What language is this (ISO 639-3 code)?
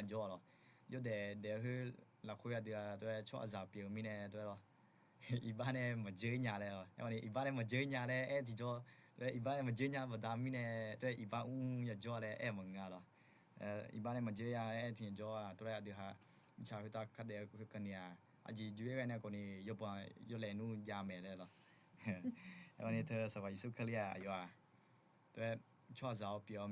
ahk